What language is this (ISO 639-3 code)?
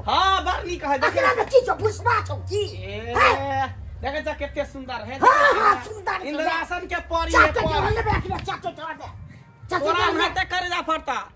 mai